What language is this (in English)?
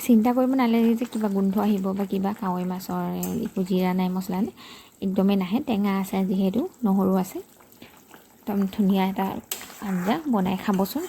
Assamese